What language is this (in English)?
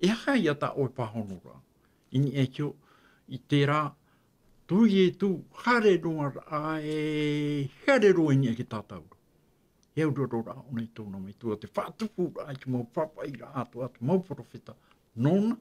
Tahitian